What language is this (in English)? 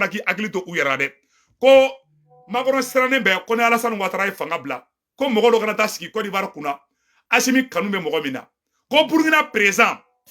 Bambara